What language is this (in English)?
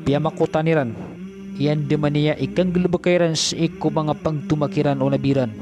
Maranao